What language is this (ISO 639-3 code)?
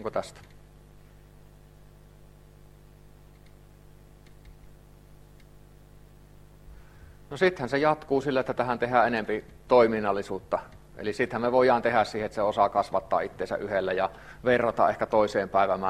fin